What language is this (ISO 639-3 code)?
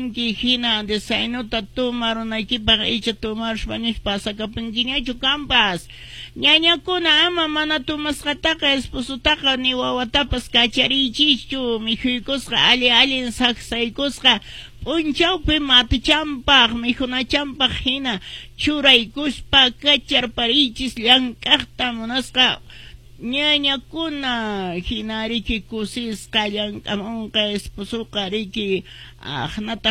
que